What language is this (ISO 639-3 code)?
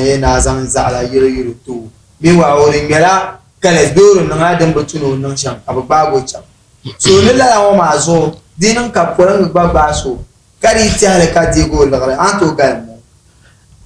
dag